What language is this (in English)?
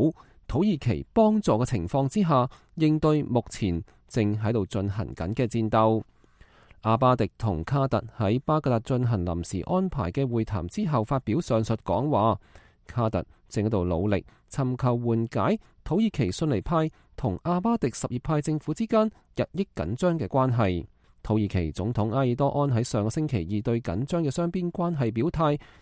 Cantonese